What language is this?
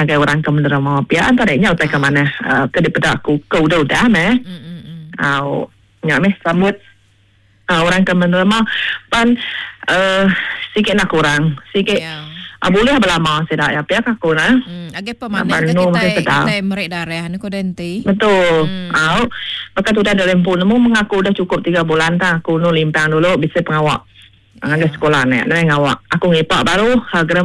Iban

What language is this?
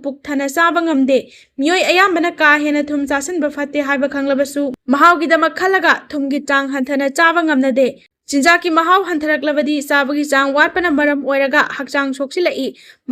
Manipuri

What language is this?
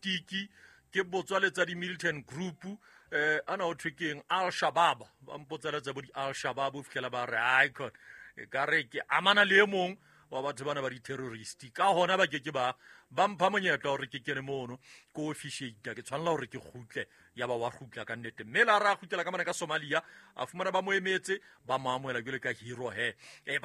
Southern Sotho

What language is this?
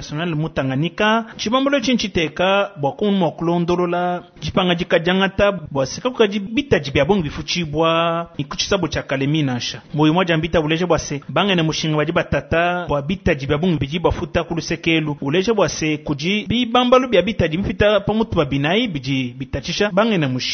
Luba-Lulua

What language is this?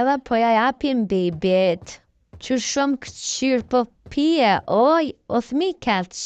Albanian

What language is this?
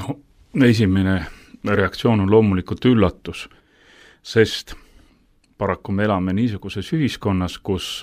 Estonian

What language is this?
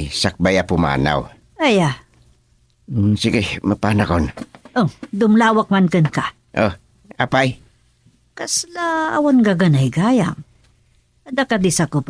Iloko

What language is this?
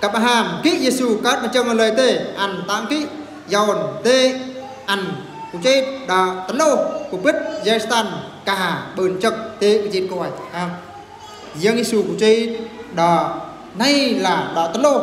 Eastern Bru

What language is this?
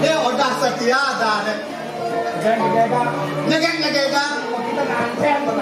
Balinese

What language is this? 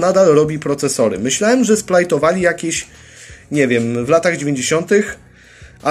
Polish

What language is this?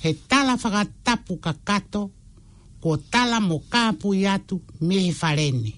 Tongan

